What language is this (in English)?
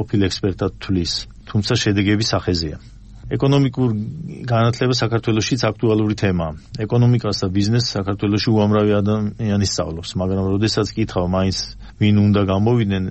Georgian